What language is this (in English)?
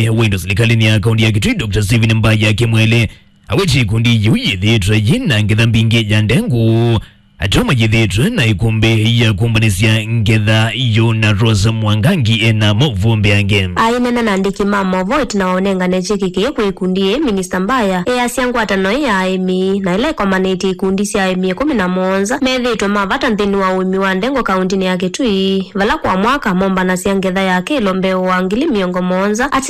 Kamba